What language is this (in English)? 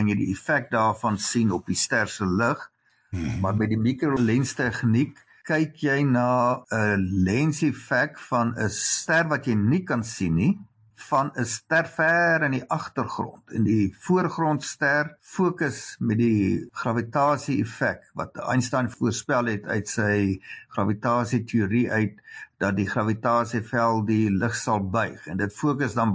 Afrikaans